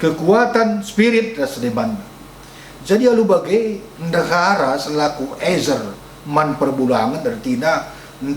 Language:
Batak Karo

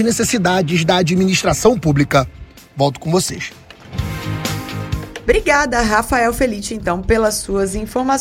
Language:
Portuguese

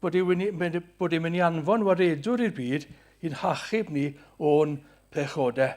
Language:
Welsh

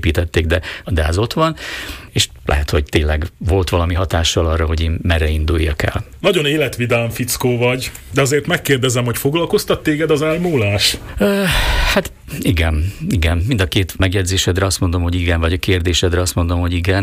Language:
Hungarian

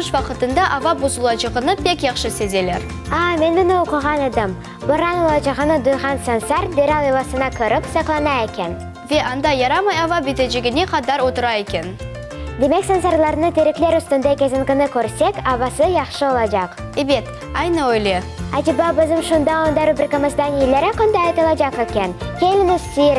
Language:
Crimean Tatar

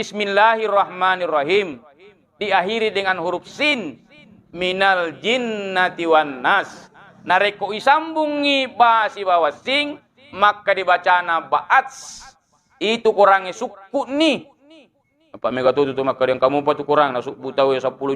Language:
Buginese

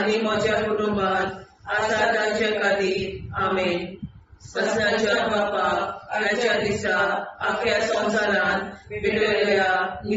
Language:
Konkani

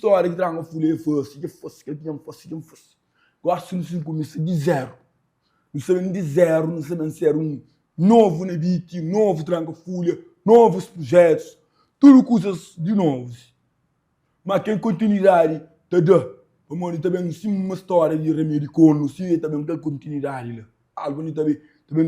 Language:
Kabuverdianu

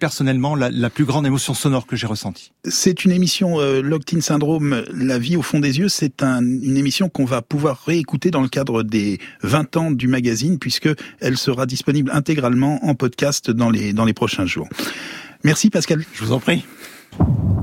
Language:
French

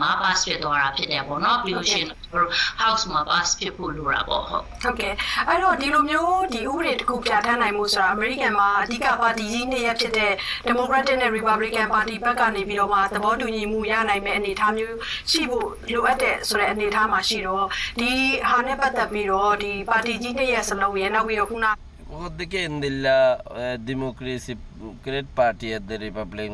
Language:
Rohingya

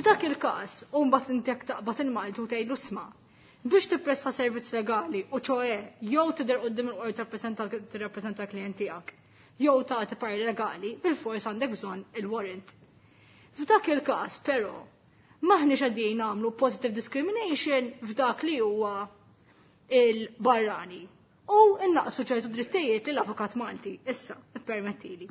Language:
Maltese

